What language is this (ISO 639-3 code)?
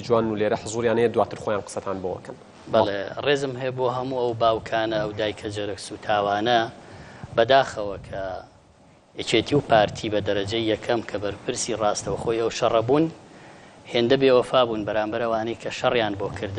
ckb